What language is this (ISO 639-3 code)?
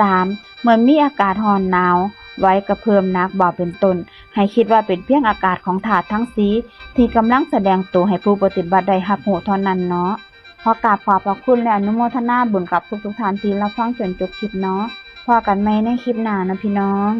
lao